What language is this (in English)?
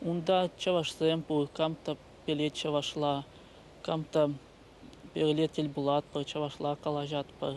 Chuvash